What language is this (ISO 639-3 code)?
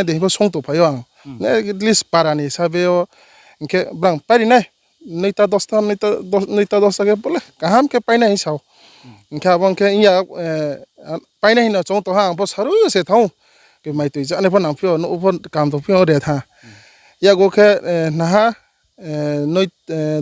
ria